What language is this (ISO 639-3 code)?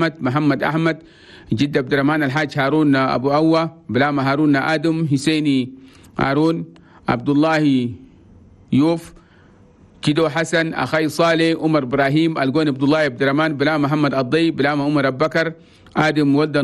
shu